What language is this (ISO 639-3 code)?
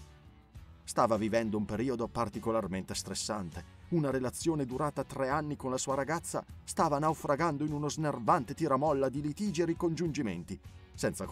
ita